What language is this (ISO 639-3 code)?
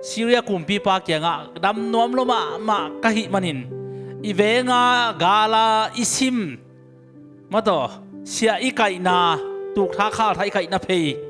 ctd